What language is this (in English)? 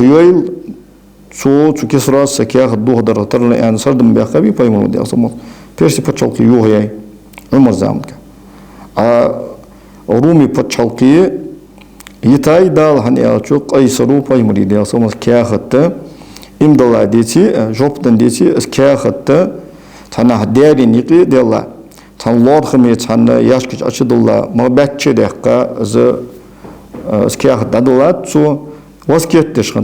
Ingush